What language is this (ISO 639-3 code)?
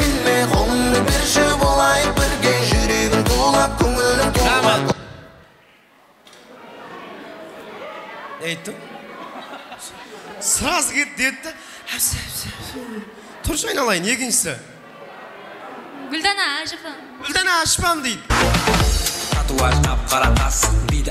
kaa